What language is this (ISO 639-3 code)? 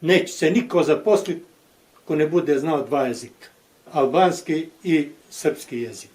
bos